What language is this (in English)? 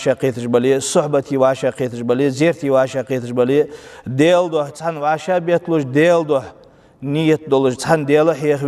Ingush